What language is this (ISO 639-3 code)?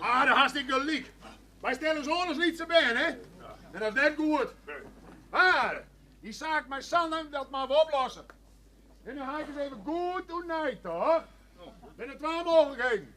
fry